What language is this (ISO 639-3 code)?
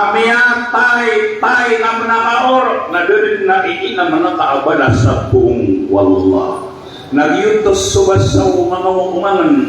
mrw